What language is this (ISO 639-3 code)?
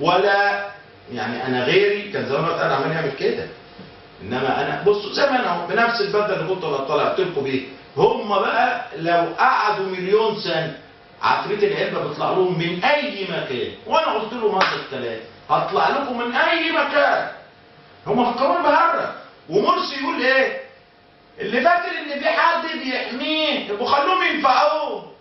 arz